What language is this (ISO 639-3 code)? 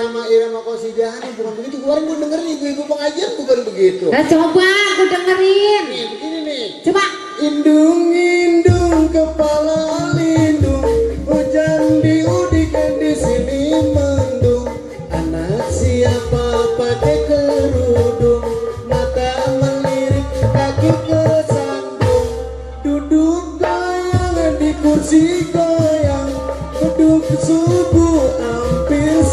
bew